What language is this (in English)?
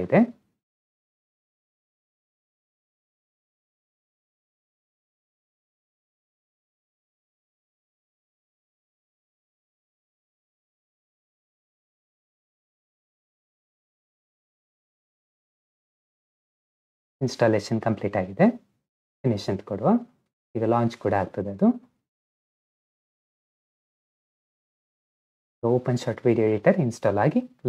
Kannada